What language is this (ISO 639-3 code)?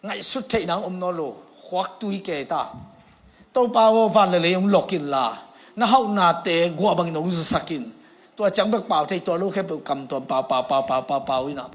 ctd